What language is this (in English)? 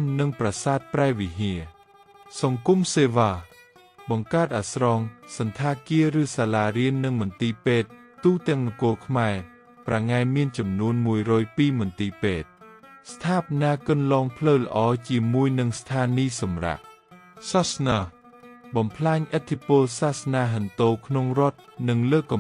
Khmer